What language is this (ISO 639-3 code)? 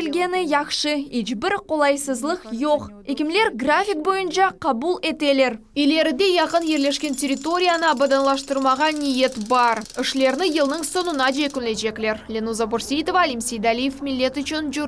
crh